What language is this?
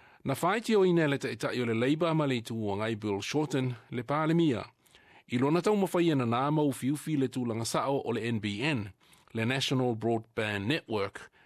Samoan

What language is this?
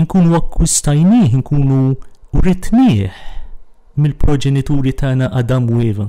Maltese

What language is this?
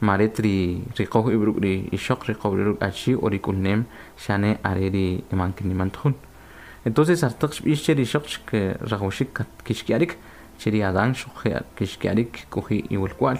Kʼicheʼ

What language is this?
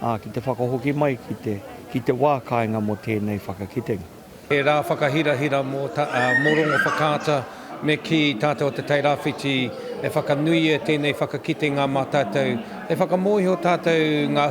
Māori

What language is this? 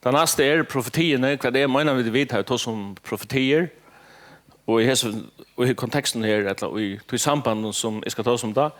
Faroese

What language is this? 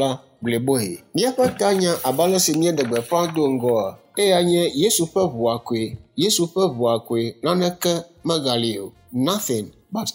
Ewe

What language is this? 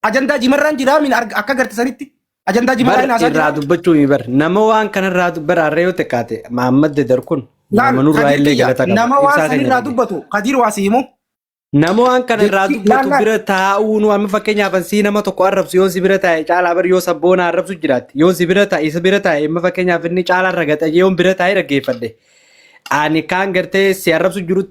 Oromo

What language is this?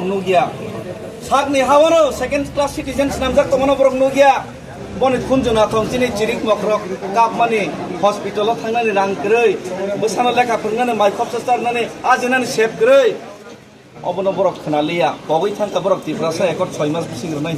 Kok Borok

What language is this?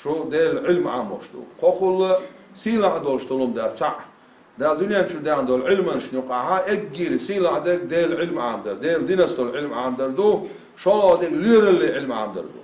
Chechen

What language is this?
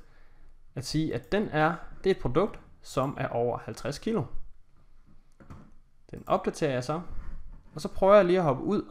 Danish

